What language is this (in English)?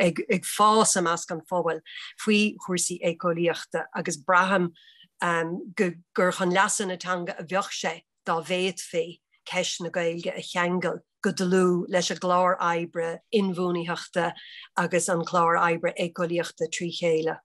Irish